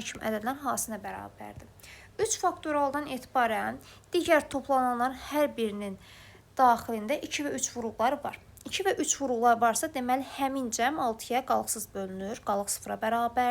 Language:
Azerbaijani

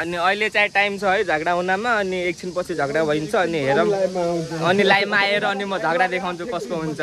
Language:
Nepali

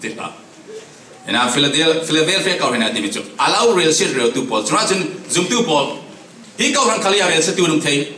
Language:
Falam Chin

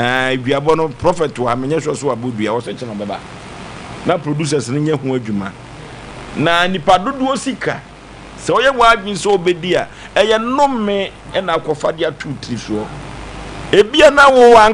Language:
Akan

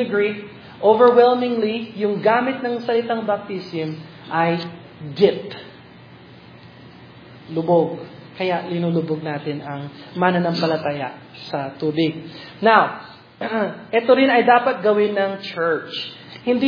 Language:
Filipino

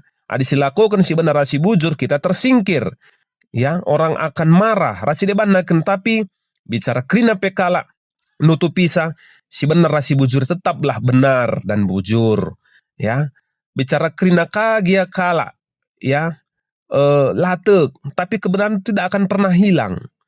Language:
Batak Karo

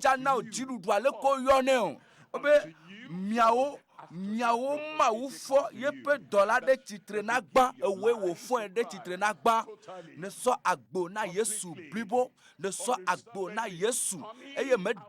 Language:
Ewe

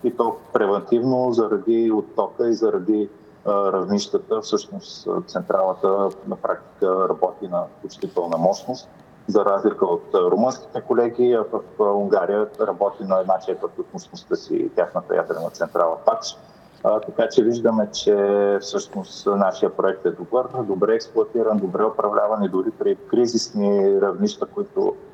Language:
Bulgarian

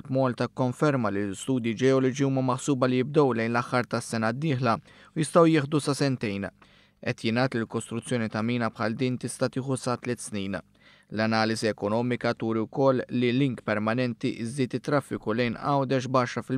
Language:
Maltese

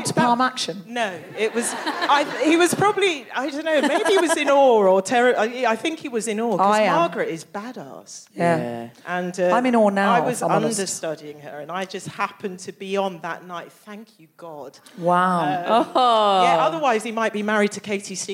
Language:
English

